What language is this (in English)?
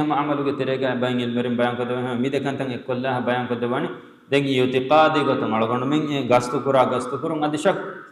Divehi